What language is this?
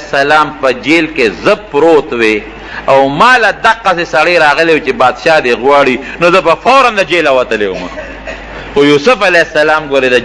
Pashto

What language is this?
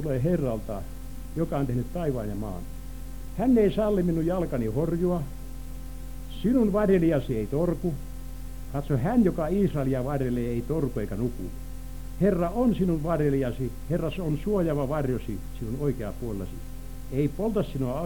Finnish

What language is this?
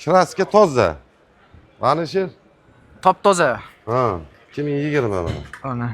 Uzbek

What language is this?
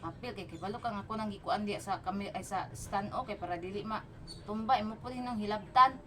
Cebuano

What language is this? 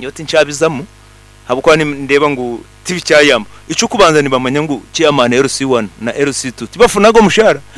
Nyankole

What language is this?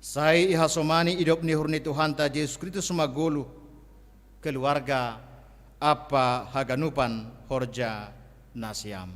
Batak Simalungun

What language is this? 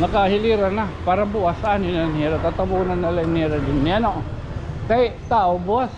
Waray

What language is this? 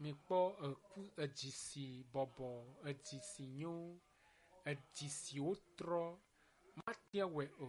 Ewe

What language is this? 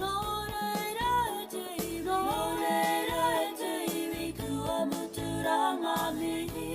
Māori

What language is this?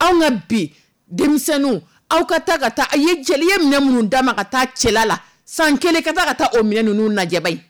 Dyula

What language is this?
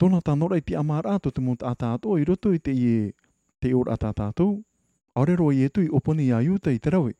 Tahitian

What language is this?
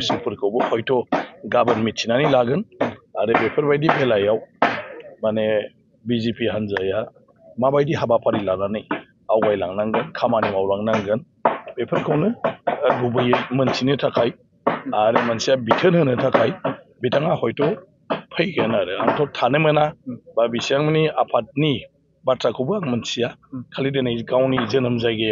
Bodo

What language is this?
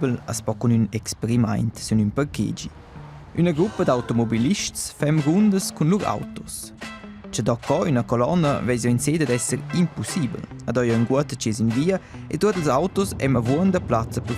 Romansh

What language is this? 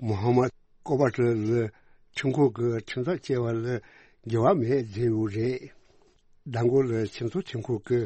Tibetan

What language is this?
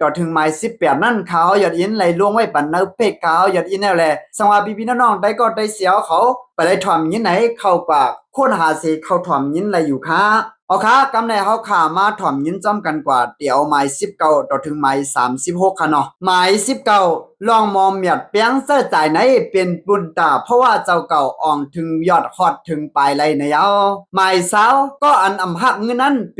Shan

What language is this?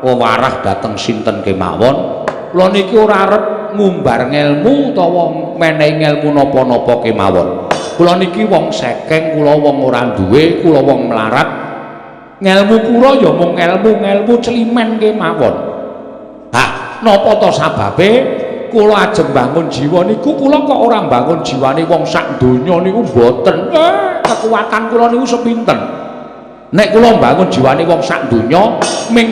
Javanese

